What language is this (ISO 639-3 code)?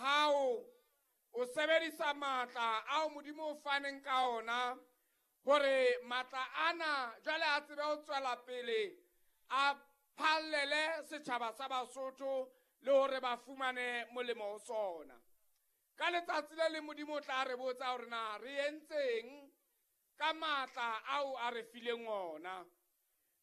sot